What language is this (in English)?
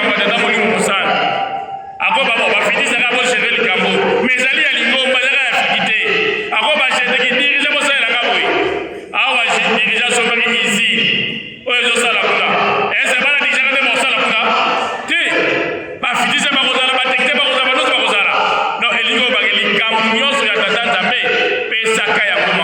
Lingala